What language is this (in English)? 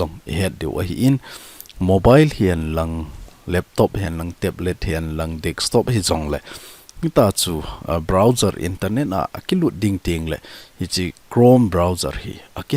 Thado Chin